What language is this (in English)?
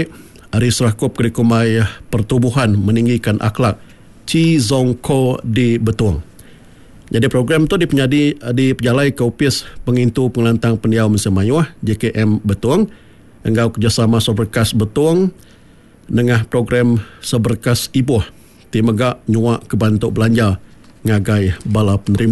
Iban